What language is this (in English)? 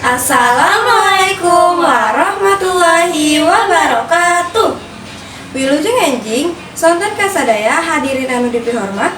Sundanese